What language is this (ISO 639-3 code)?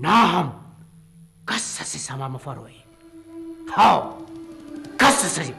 brh